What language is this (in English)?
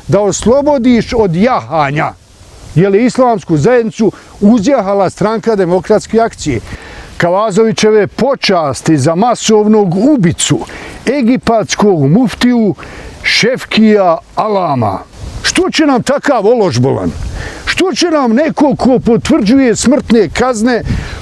Bosnian